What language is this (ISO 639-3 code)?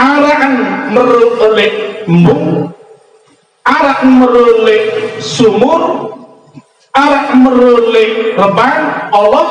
sas